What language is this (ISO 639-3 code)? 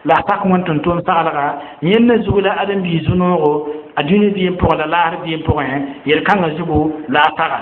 mos